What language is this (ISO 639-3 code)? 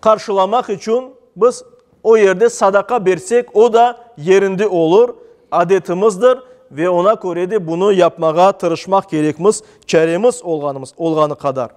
crh